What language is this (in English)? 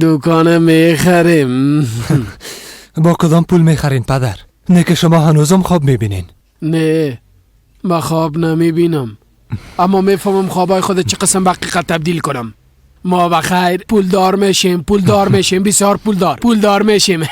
Persian